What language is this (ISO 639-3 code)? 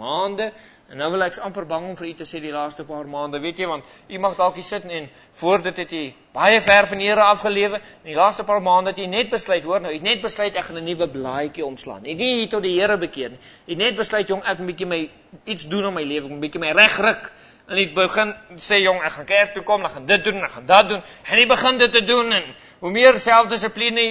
afr